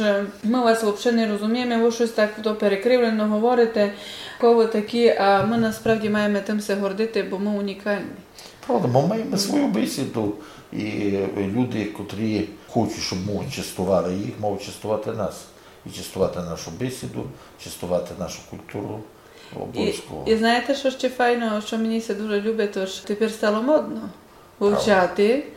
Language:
Rusyn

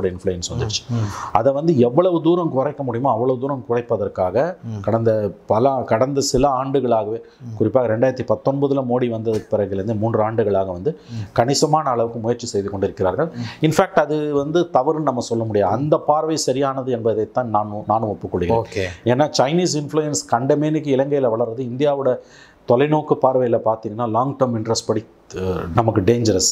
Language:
Tamil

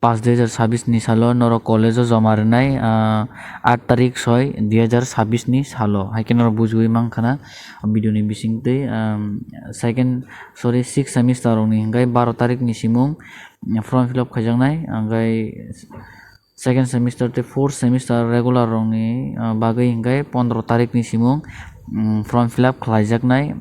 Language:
Kok Borok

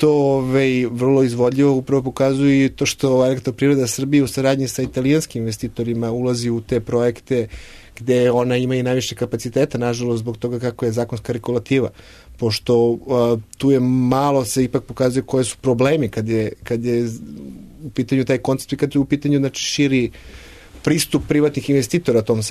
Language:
Serbian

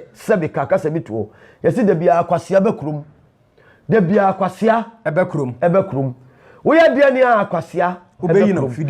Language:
Akan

